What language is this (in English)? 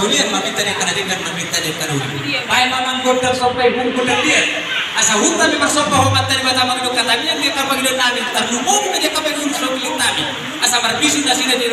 Batak Toba